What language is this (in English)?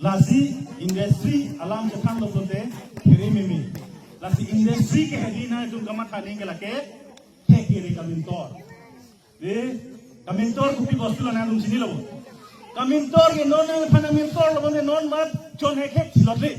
Karbi